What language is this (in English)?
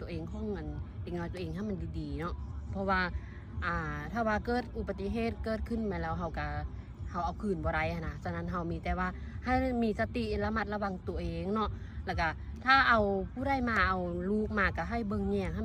Lao